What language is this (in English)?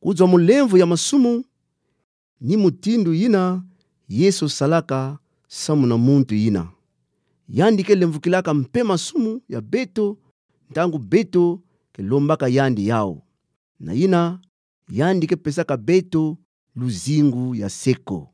Kituba (Democratic Republic of Congo)